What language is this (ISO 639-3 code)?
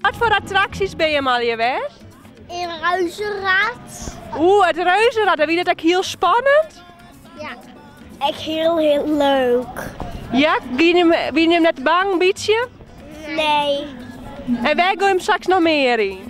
fry